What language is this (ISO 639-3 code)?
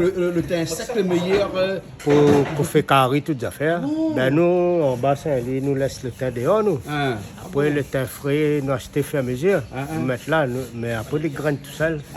rcf